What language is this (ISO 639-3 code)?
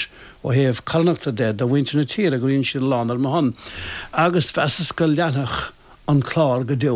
gle